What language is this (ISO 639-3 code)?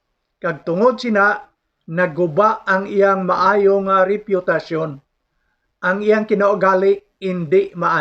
hil